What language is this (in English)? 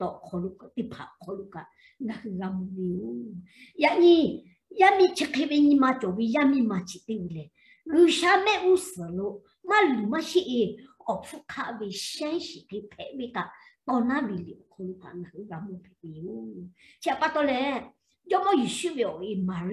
Lahu